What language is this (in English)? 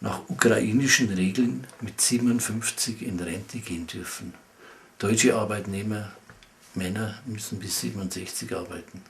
Bavarian